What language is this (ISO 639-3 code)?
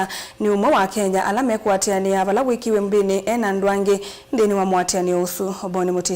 kam